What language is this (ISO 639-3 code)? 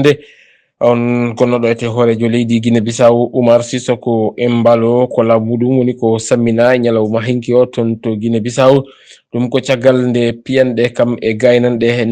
ful